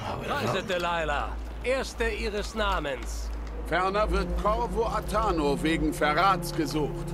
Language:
Swiss German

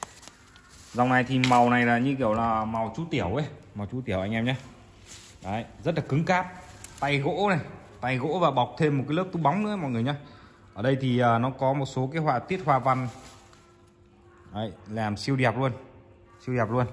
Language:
Vietnamese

